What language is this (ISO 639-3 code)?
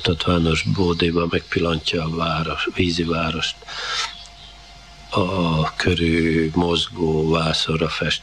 hun